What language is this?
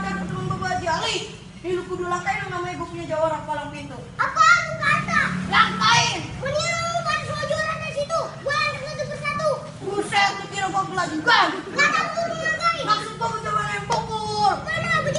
Betawi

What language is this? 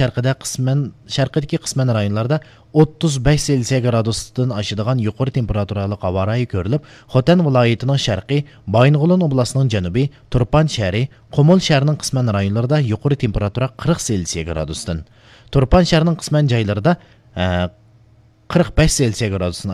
Uyghur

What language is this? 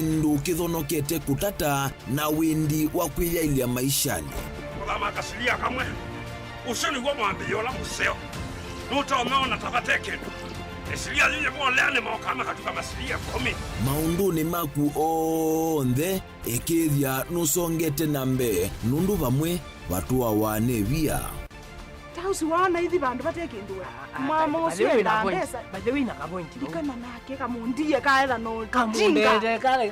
Kamba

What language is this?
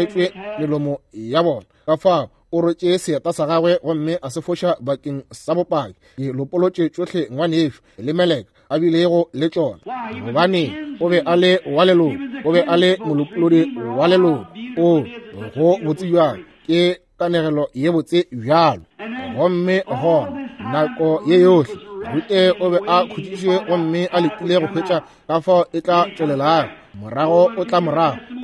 Northern Sotho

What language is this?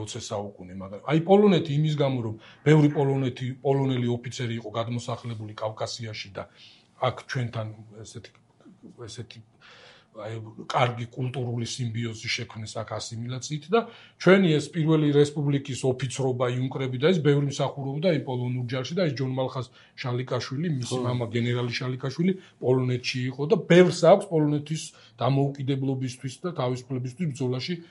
Georgian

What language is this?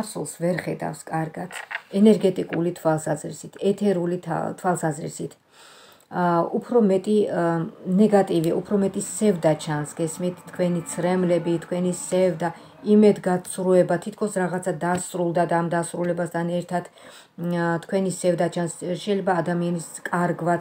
Georgian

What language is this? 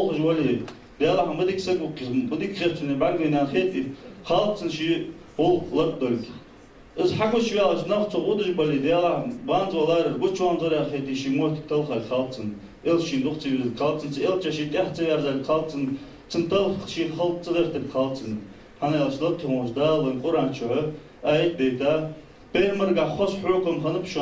Ingush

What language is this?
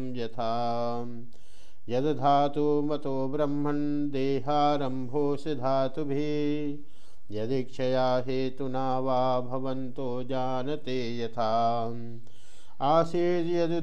Sanskrit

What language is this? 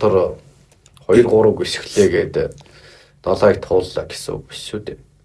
Mongolian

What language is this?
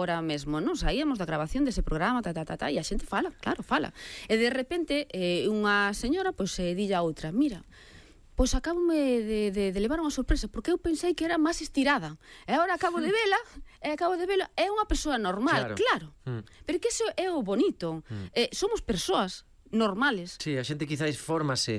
Galician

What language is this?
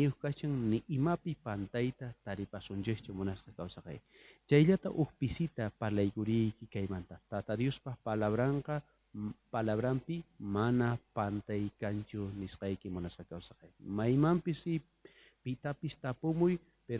South Bolivian Quechua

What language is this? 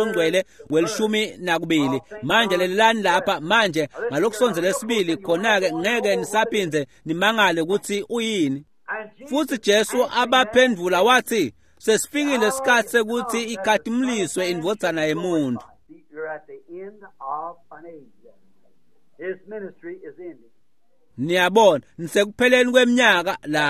Swati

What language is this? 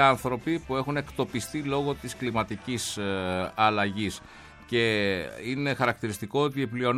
Greek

